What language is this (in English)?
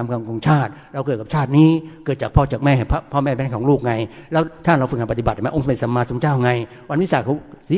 Thai